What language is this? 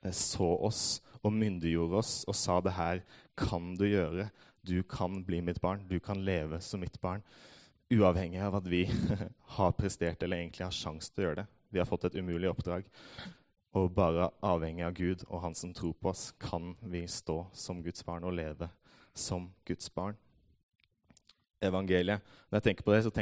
Norwegian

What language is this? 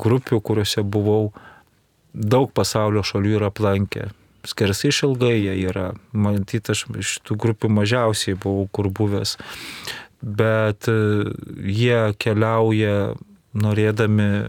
Lithuanian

